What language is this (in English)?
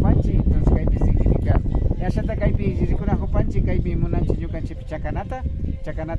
Imbabura Highland Quichua